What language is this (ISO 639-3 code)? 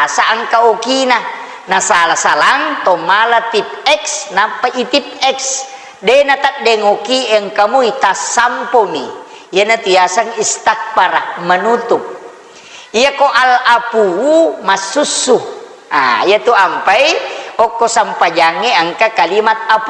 bug